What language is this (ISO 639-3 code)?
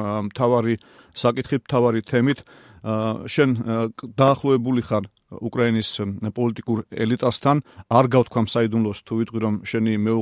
kat